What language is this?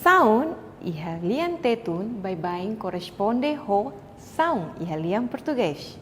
Tetum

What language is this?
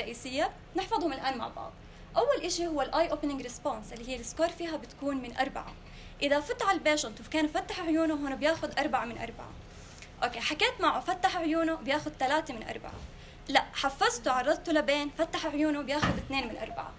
North Levantine Arabic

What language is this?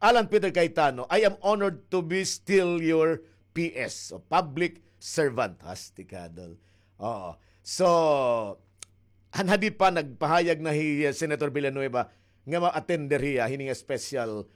Waray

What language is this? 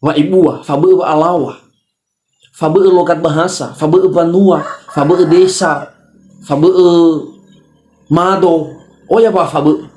Nias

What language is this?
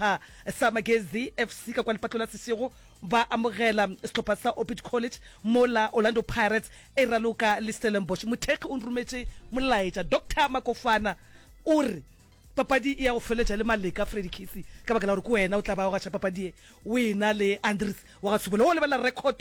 Northern Sotho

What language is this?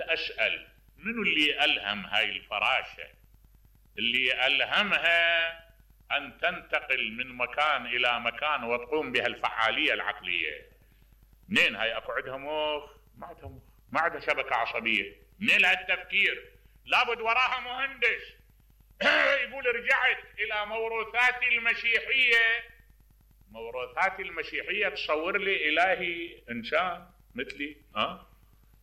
Mesopotamian Arabic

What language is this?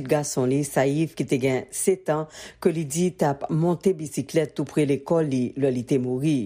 Haitian Creole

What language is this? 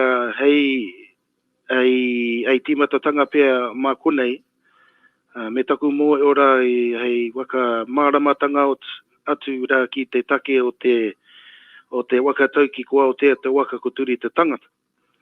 Māori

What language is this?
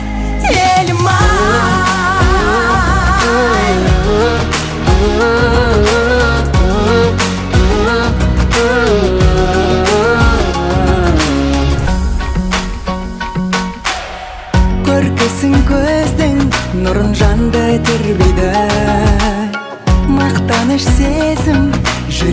Kazakh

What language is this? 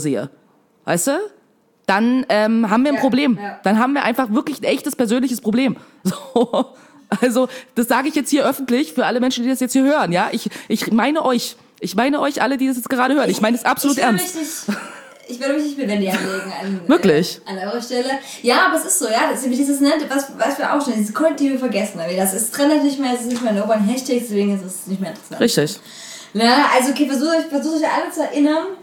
German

